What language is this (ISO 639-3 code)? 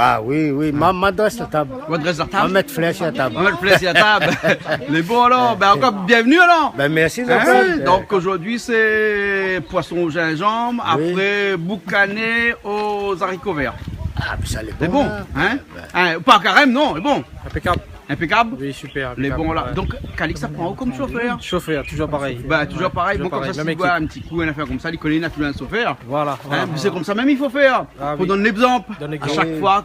rcf